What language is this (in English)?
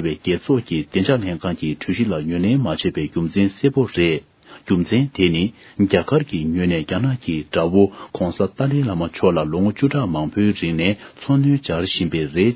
Tibetan